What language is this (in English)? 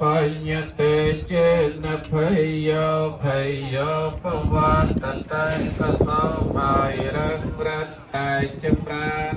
Khmer